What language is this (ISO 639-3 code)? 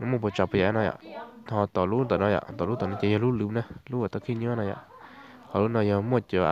hmn